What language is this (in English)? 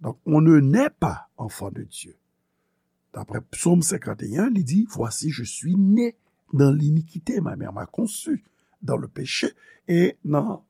Haitian Creole